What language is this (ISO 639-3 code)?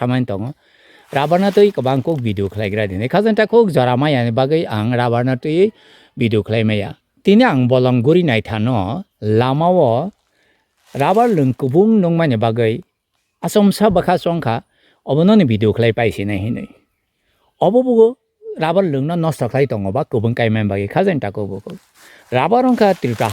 trp